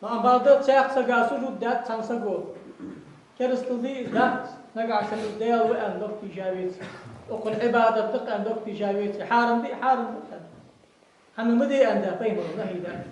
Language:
Ingush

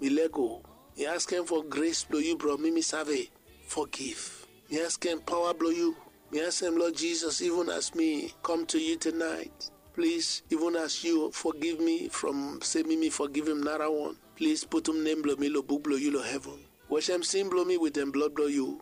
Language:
Bislama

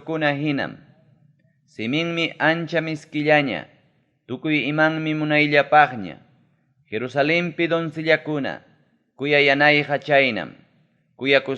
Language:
Ayacucho Quechua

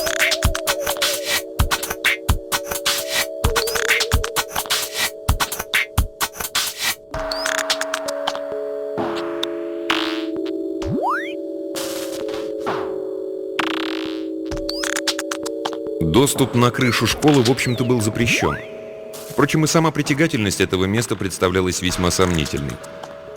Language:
Russian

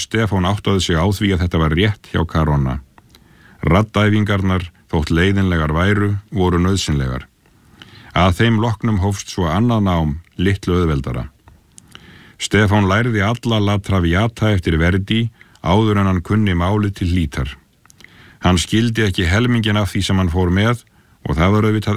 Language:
Icelandic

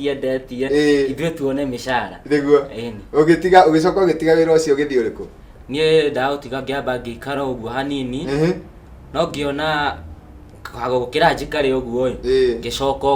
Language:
Kikuyu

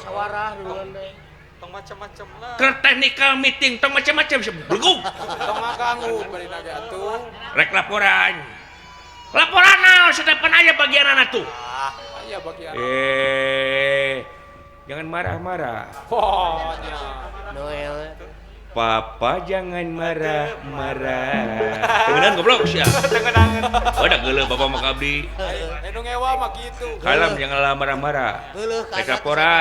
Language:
Sundanese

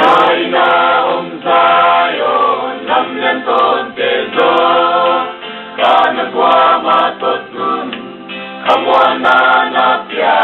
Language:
Paite Chin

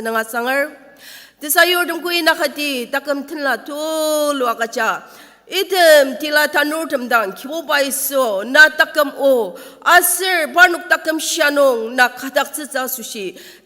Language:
Ao Naga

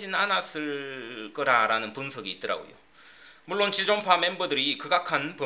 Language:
Korean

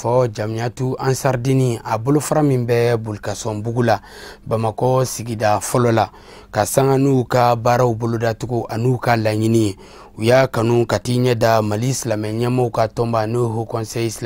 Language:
Bambara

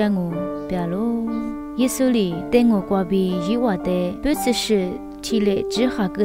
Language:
Lisu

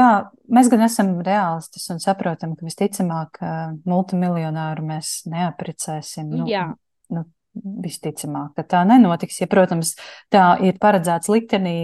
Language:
Latvian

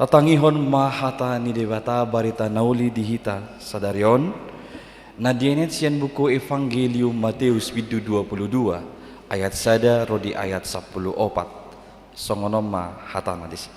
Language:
Batak Toba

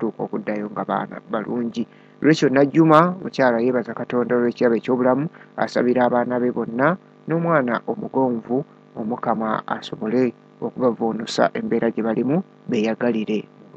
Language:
Ganda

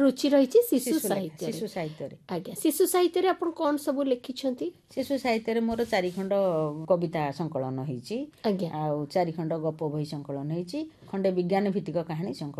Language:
Odia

